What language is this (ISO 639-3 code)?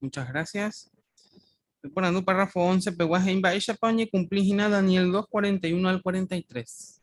grn